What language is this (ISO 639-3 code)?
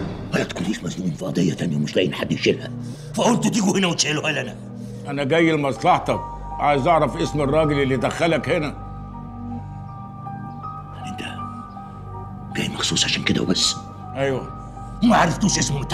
arz